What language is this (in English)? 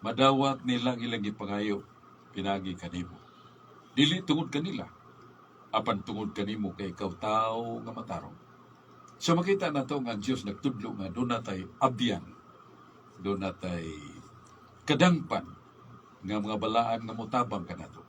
Cebuano